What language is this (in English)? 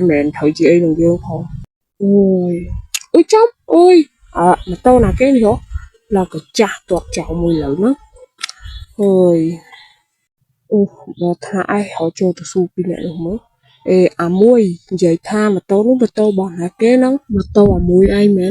Khmer